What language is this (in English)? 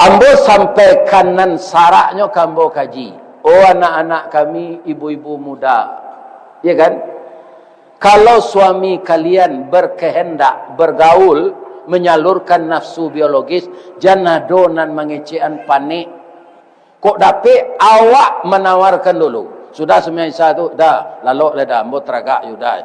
Minangkabau